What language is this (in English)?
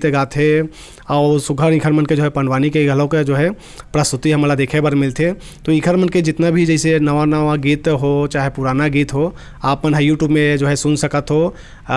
Chhattisgarhi